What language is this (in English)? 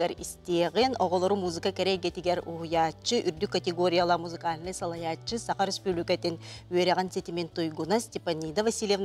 Yakut